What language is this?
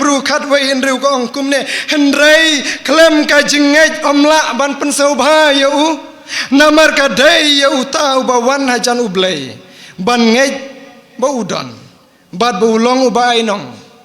Khasi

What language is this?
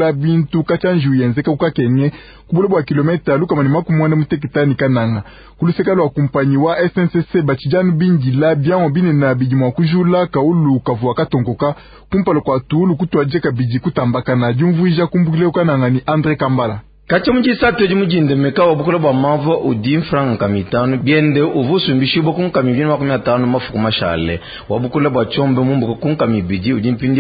Luba-Lulua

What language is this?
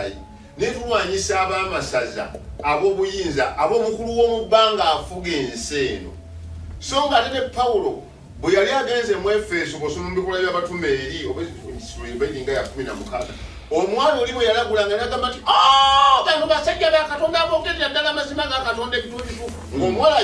Ganda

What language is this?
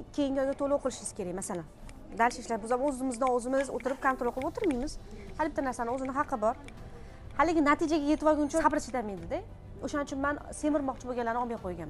Uzbek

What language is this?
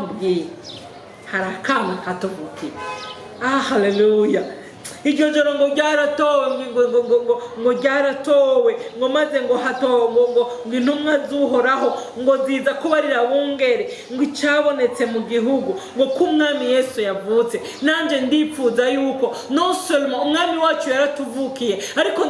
Rundi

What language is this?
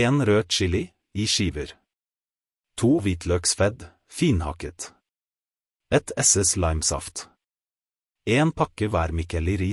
Norwegian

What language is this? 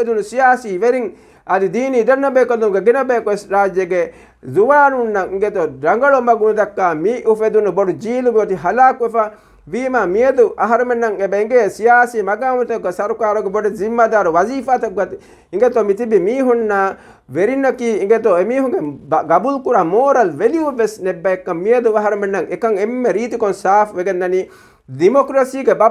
Divehi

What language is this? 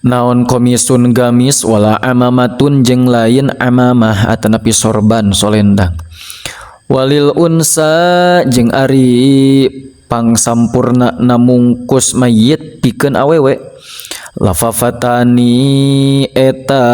Sundanese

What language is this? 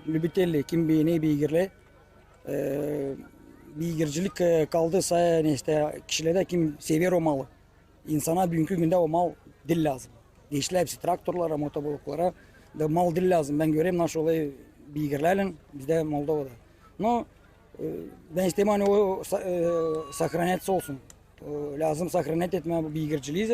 Gagauz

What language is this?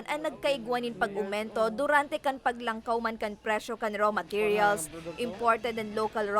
Bikol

